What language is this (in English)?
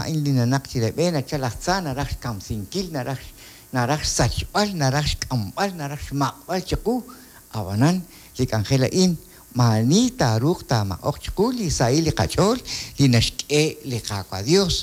Kekchí